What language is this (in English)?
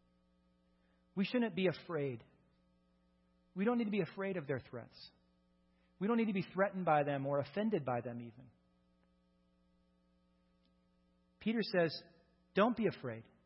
English